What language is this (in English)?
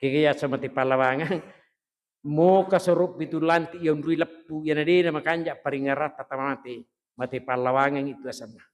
Buginese